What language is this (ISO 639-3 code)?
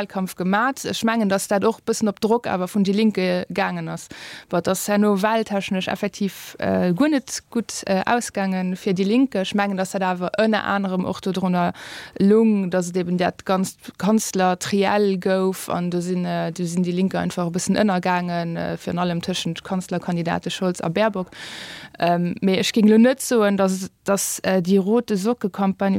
ltz